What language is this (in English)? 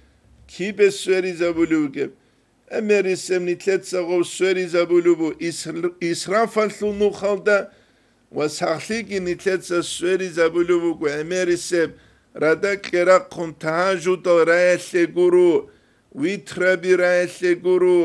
Avaric